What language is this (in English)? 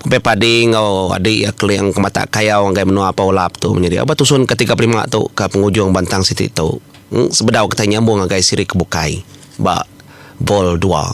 Iban